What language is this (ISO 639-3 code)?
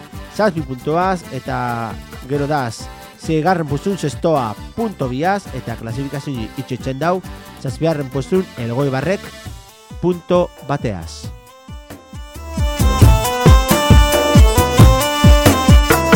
eus